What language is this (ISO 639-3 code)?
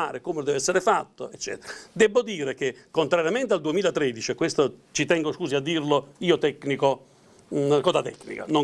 ita